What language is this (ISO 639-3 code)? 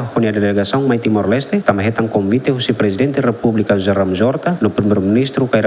tet